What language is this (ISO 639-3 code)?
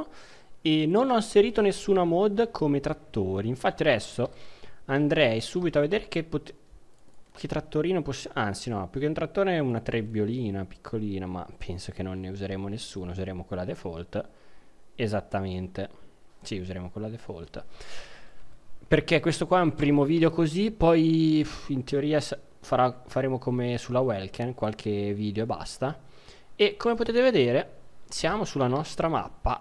ita